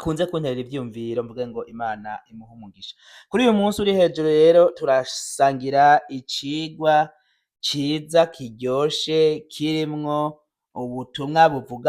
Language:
Rundi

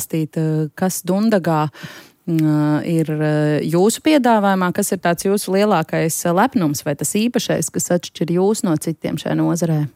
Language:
Latvian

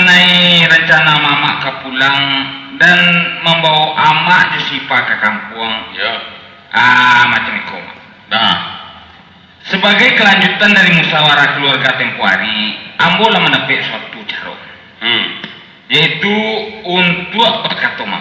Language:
Minangkabau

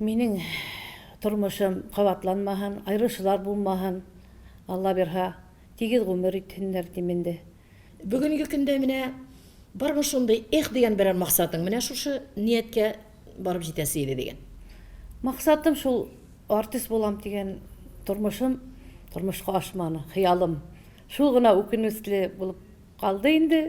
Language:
Tatar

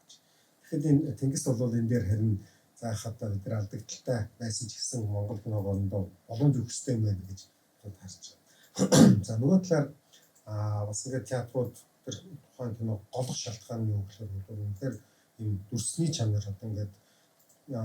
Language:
Mongolian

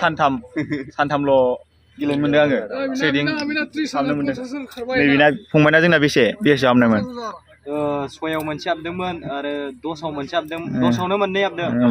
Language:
Bodo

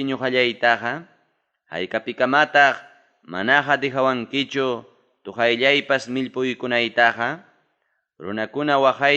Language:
Ayacucho Quechua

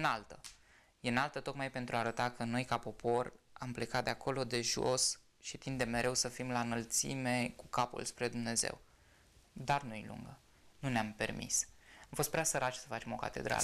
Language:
Romanian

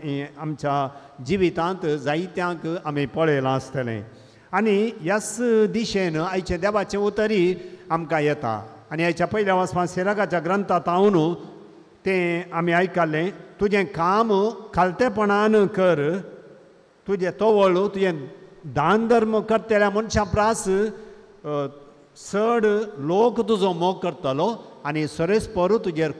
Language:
Konkani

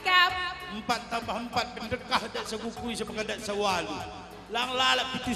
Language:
Batak Karo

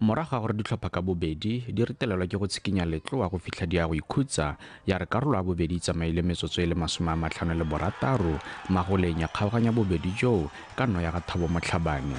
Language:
Tswana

